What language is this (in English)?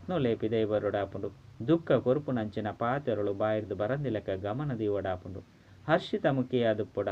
Tulu